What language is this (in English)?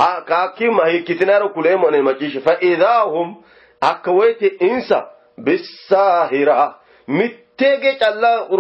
Sidamo